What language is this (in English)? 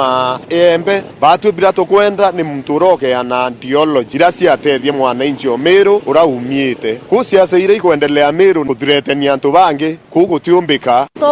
Meru